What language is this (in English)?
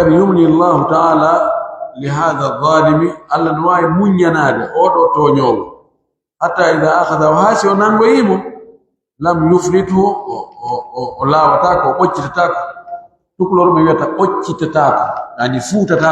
Pular